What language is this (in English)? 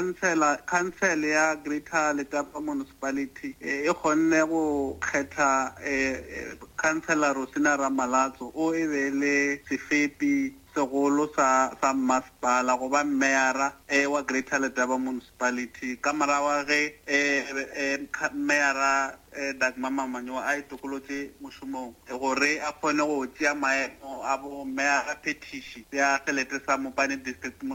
Northern Sotho